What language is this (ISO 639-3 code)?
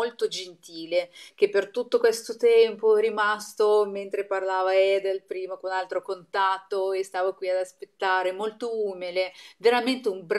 ita